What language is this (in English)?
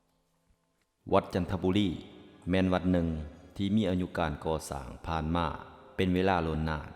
Lao